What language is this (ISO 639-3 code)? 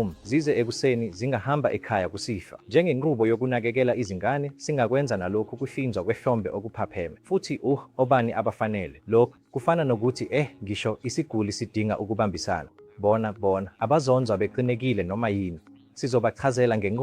zul